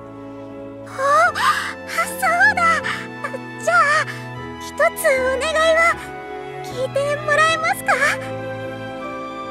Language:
Japanese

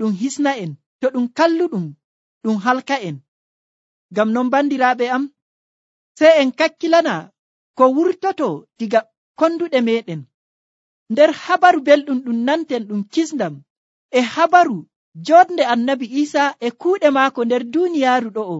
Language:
Nigerian Fulfulde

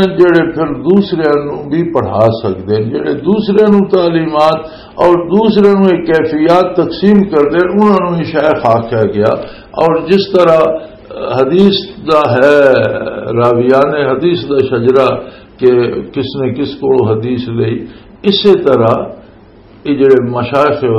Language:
Western Panjabi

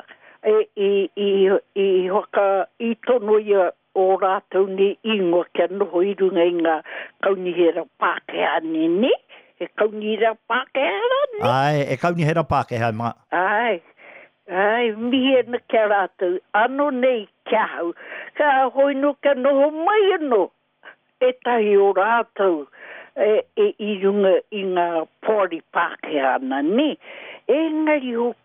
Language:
Māori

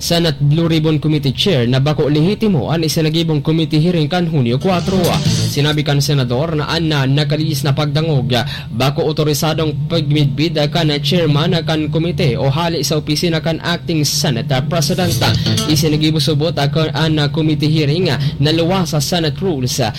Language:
Bikol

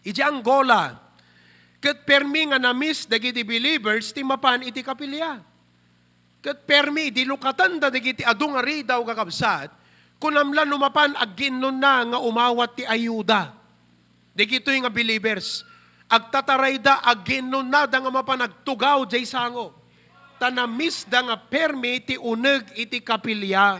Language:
Iloko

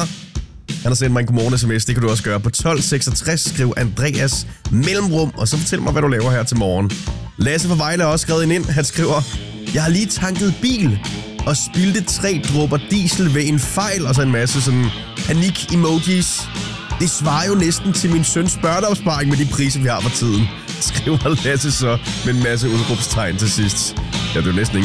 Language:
Danish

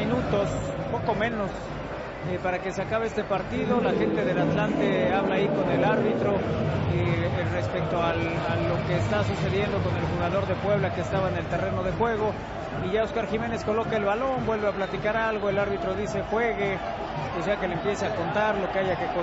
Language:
Spanish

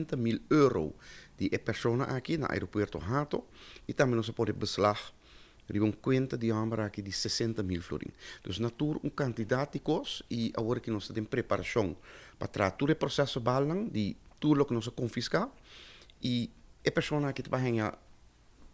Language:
Papiamento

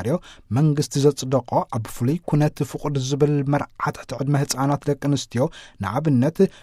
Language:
Tigrinya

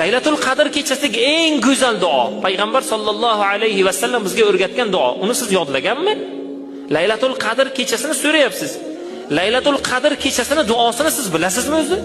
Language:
Uzbek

